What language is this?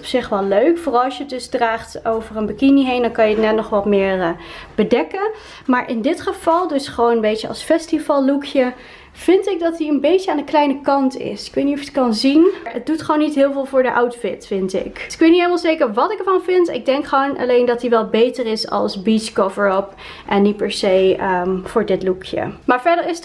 Dutch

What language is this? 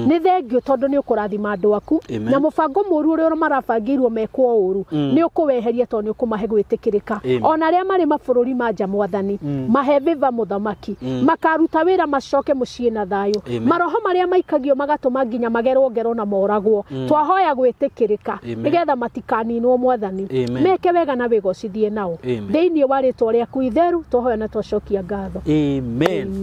Kikuyu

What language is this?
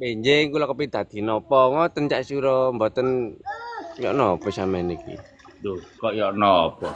Javanese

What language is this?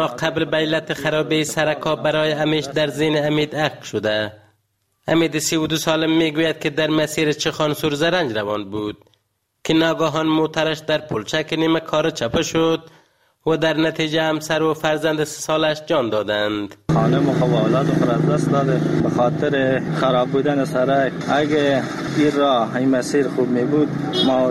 Persian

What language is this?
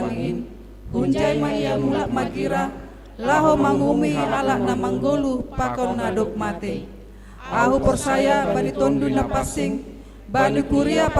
Batak Simalungun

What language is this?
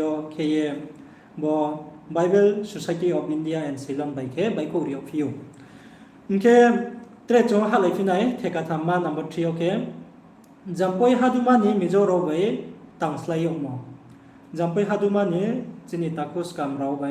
Riang (India)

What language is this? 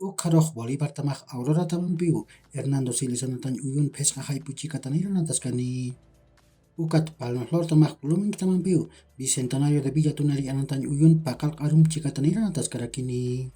Aymara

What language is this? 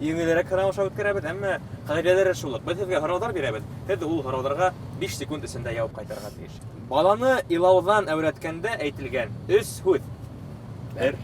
Bashkir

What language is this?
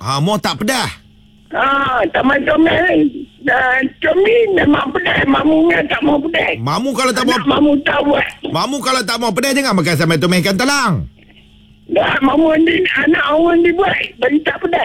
Malay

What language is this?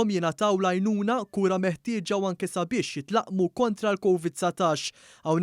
Maltese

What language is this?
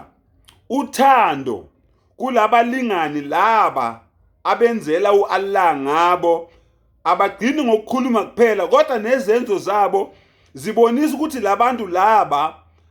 Zulu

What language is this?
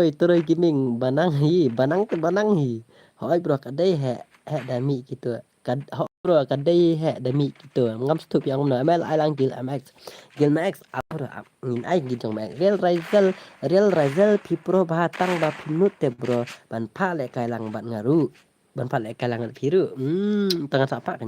Khasi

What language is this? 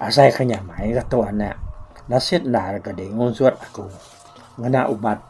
Iban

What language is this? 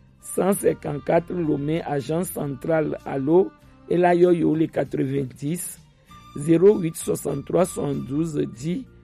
Gen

